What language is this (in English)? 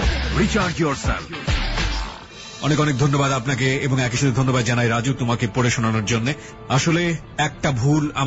Bangla